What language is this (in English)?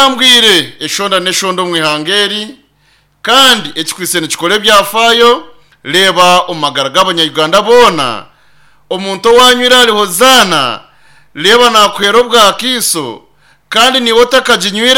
Nyankole